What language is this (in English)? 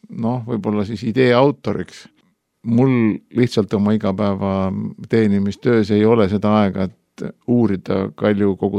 Estonian